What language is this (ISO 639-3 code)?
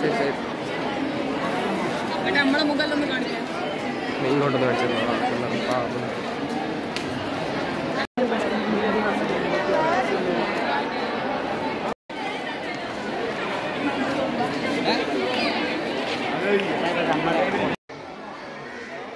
mal